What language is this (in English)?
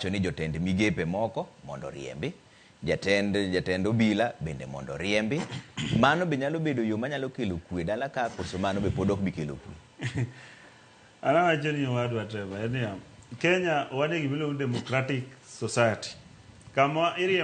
Luo (Kenya and Tanzania)